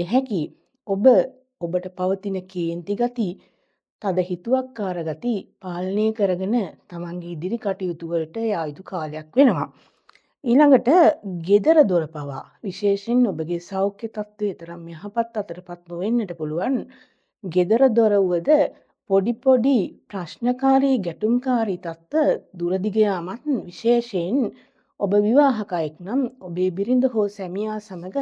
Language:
Sinhala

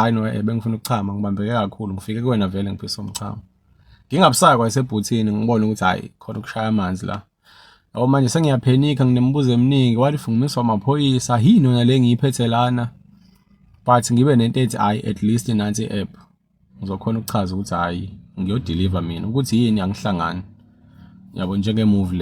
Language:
Zulu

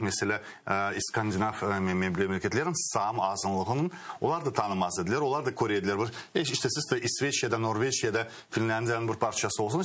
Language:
Crimean Tatar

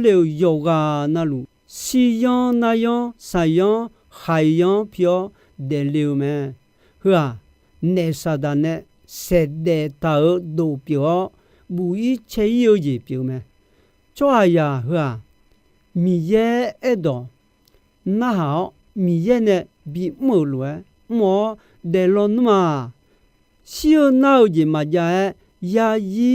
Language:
Akha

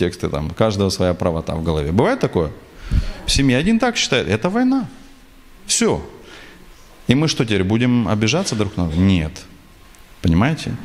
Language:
Russian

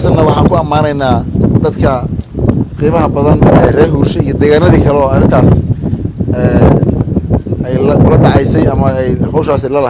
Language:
Somali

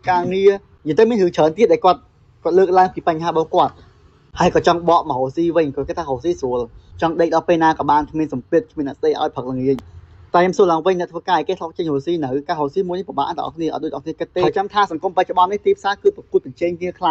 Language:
Khmer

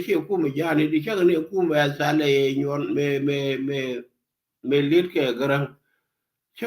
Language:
Nuer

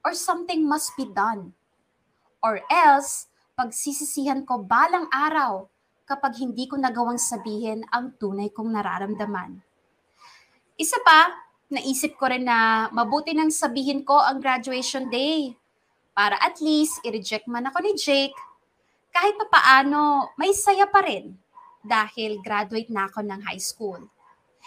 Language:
Filipino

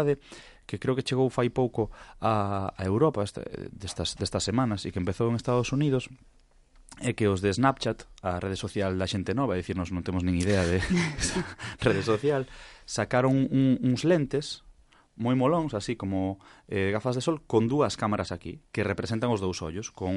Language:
Galician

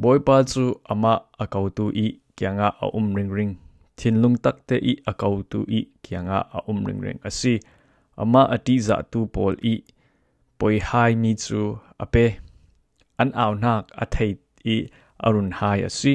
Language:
Falam Chin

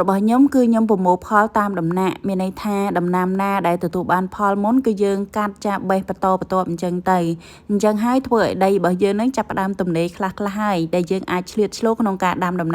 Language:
Khmer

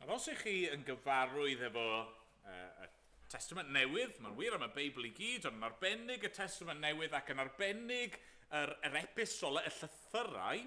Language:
Welsh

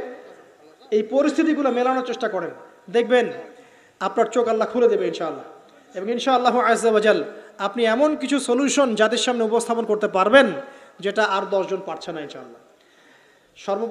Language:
Bangla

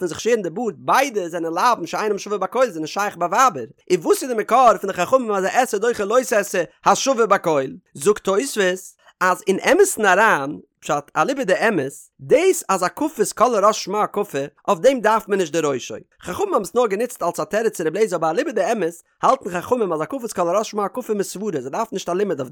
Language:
Yiddish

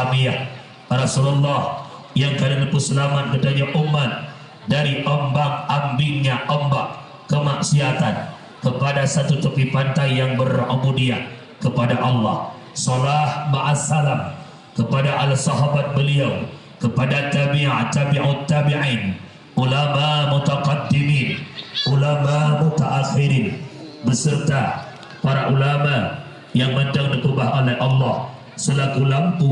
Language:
Achinese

